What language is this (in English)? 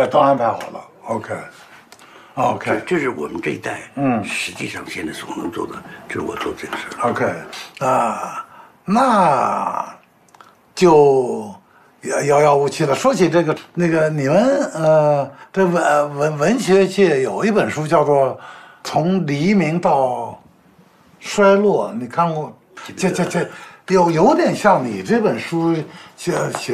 Chinese